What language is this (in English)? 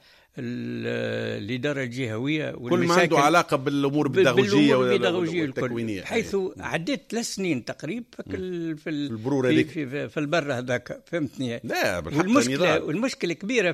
Tunisian Arabic